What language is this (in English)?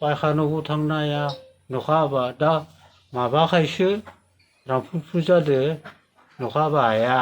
Bodo